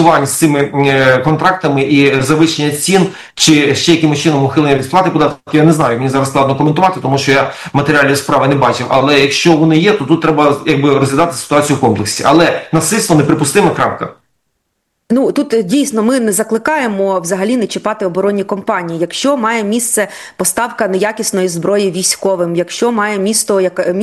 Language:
Ukrainian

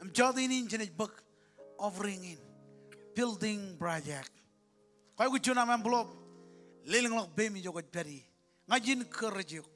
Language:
Marshallese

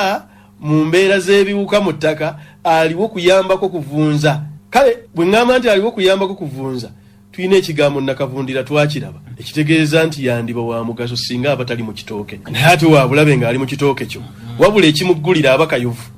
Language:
Ganda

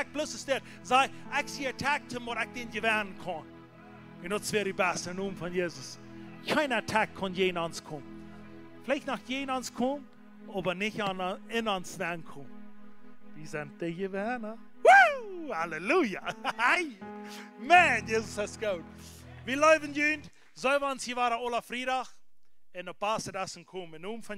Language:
Plautdietsch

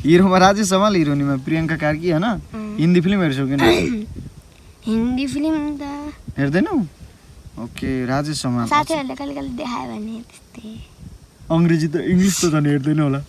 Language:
Nepali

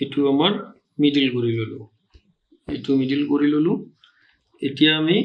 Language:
Assamese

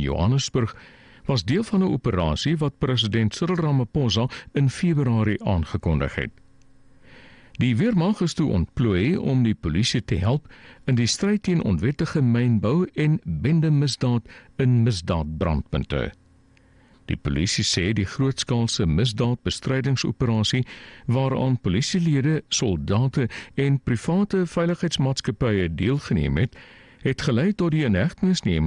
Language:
Afrikaans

